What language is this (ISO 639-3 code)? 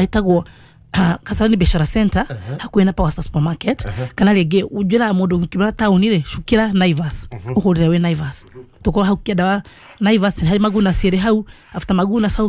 kik